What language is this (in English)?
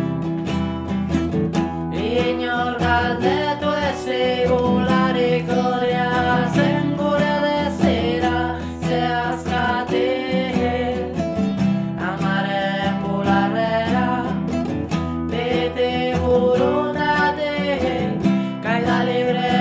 Basque